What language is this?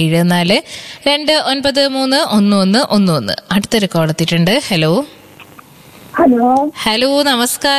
Malayalam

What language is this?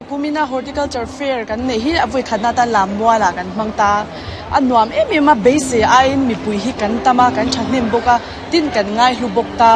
Mizo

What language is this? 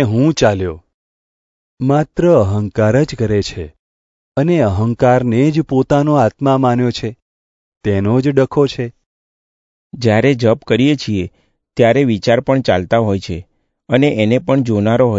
Gujarati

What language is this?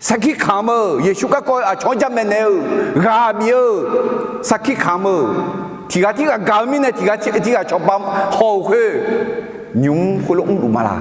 Akha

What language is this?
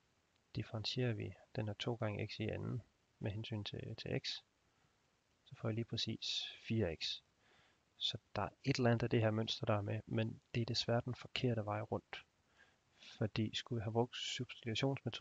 Danish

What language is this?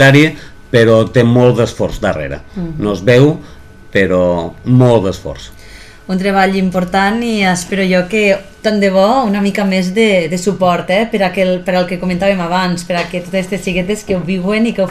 Catalan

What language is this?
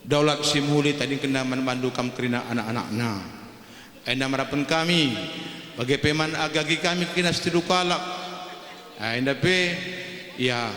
Batak Karo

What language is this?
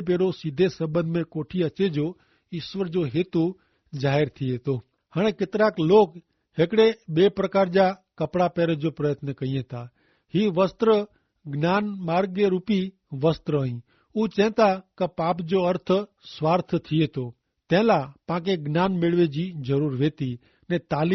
Kachhi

